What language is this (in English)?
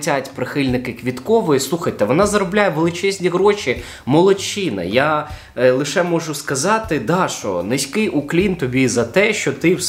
Ukrainian